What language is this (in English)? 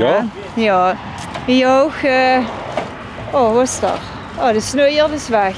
Limburgish